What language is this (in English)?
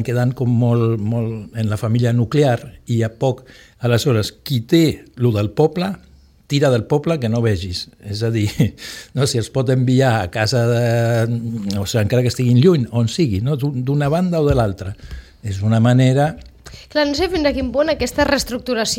Catalan